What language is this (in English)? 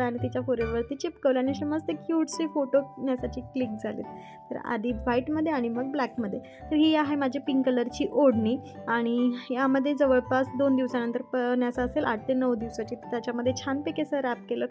Marathi